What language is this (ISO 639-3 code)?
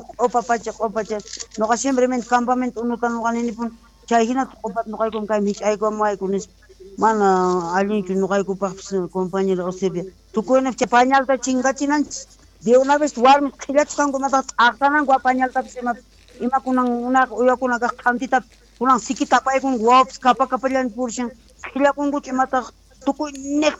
quh